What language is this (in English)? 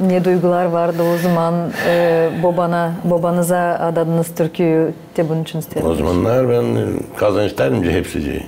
Gagauz